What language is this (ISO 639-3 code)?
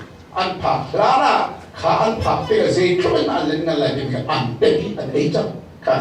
cnh